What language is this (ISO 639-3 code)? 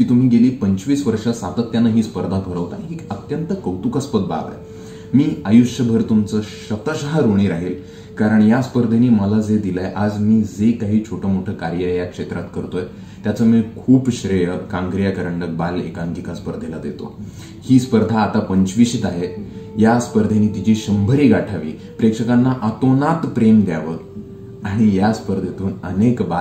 mar